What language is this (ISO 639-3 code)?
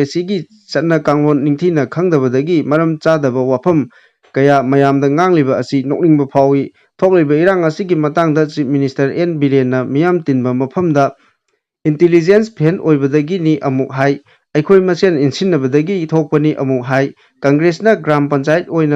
mni